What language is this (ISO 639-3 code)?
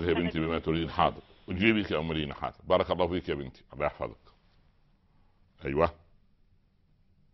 ara